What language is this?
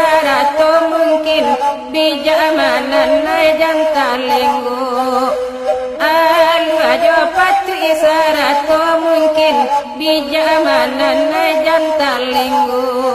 Minangkabau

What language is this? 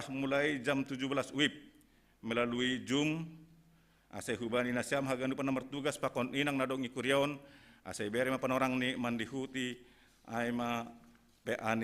Batak Simalungun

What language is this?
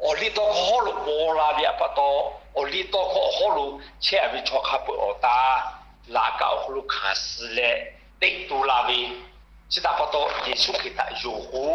Lahu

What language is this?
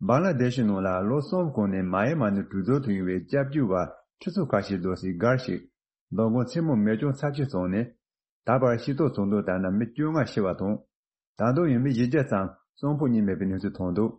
Tibetan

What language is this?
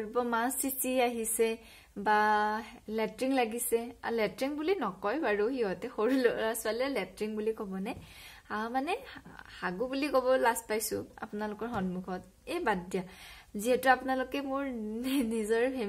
Assamese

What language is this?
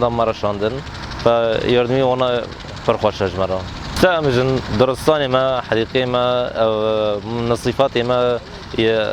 Kurdish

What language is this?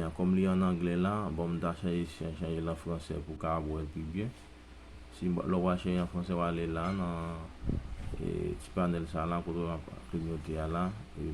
Haitian Creole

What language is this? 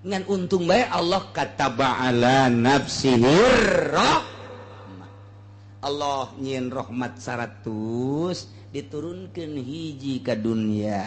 Sundanese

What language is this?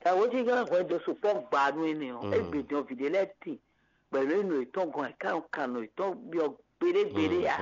Fon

